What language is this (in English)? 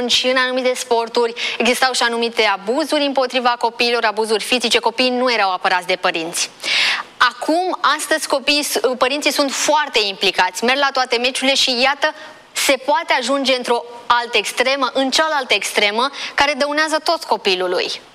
Romanian